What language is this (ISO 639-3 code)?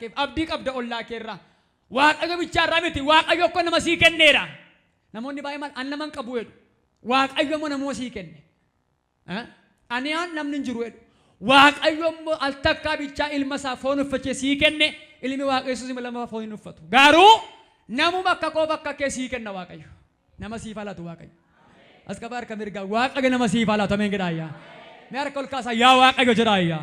orm